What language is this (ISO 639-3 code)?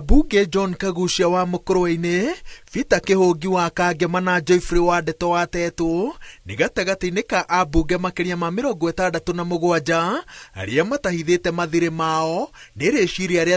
kik